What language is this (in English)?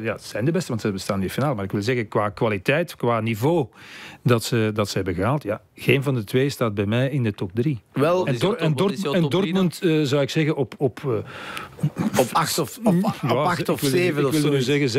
Dutch